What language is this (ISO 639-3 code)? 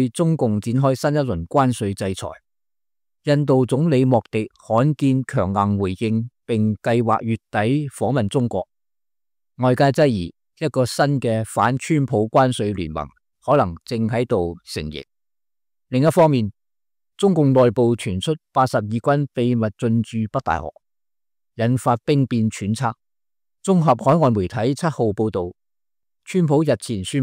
yue